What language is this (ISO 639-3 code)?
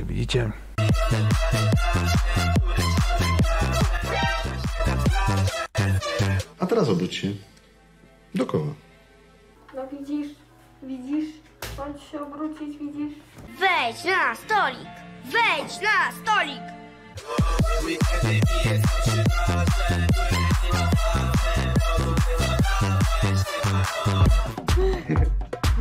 pol